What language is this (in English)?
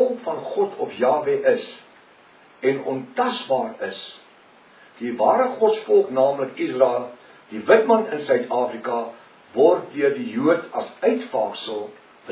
Afrikaans